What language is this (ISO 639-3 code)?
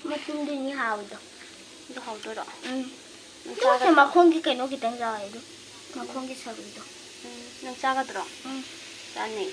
mni